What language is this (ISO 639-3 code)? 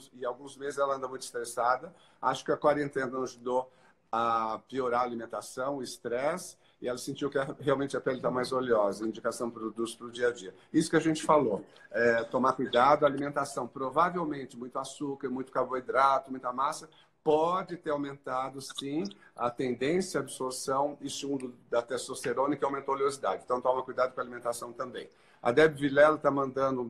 por